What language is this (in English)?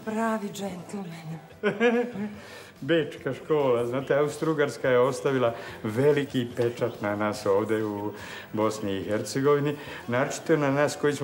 Bosnian